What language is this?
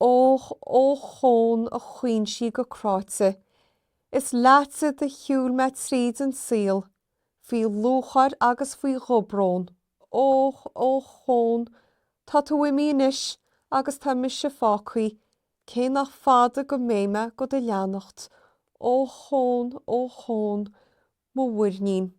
Irish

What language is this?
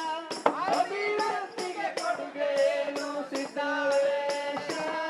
Kannada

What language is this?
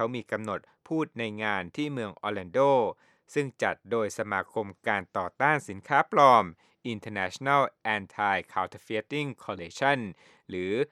Thai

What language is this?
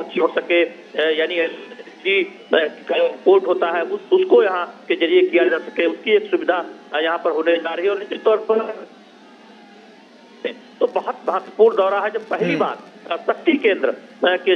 Hindi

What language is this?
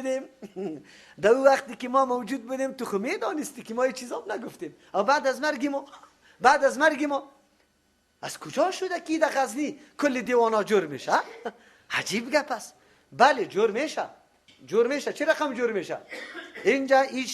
Persian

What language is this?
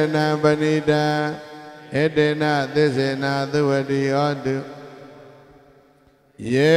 Burmese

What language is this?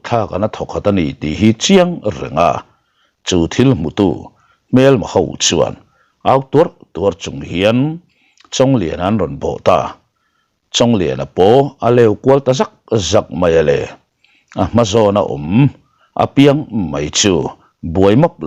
Mizo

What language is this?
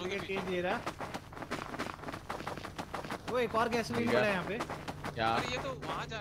Hindi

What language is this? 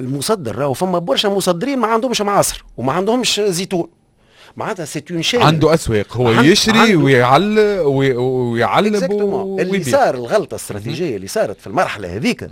Tunisian Arabic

